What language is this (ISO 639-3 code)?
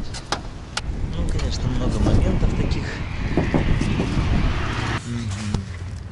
rus